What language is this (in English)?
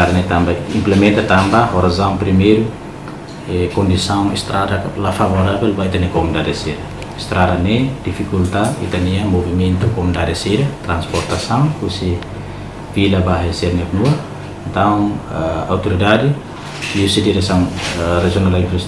Tetum